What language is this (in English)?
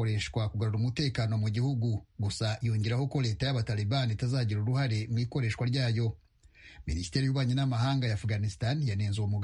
Kinyarwanda